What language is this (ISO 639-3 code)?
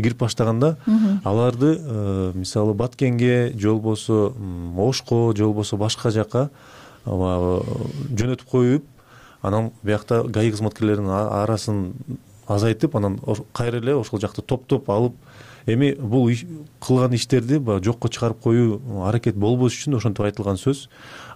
kir